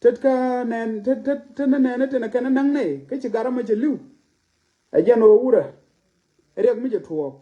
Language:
Nuer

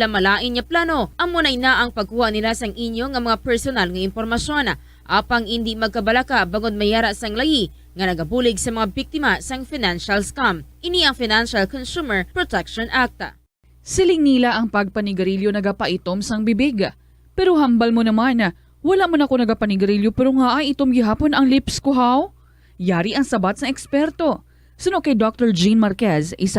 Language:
Hiligaynon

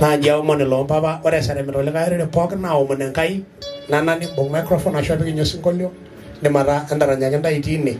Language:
Masai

